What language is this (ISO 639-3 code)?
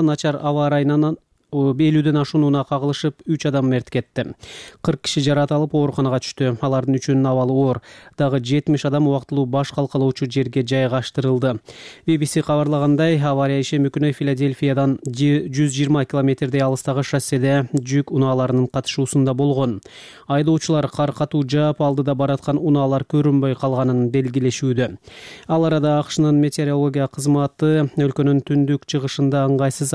kir